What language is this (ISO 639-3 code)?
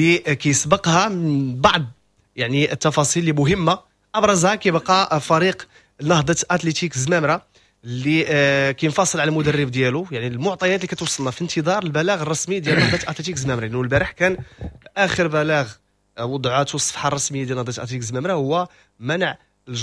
ary